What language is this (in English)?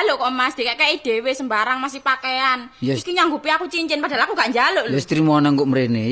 Javanese